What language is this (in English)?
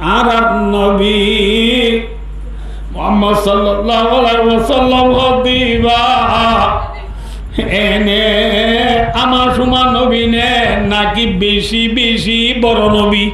Rohingya